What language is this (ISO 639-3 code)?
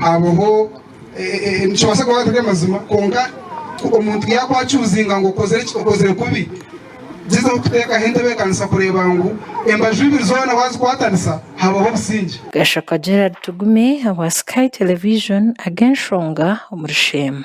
nyn